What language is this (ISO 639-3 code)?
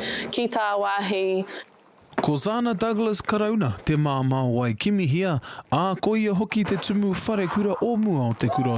mri